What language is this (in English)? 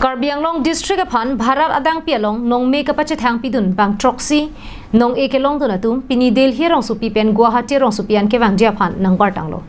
Karbi